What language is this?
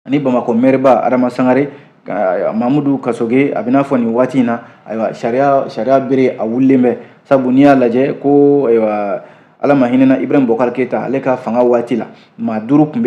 Bambara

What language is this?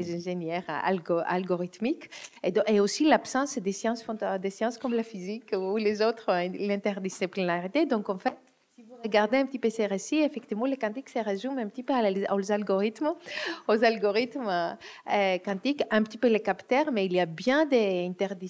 French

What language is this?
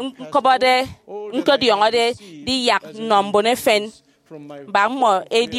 Efik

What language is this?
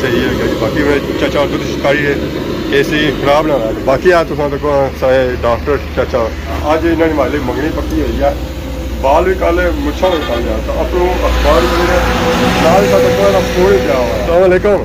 Pahari-Potwari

